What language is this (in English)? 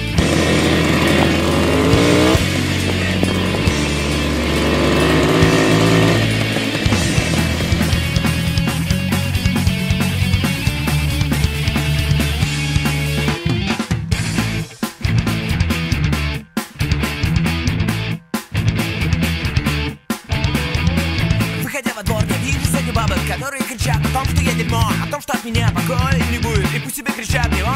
Russian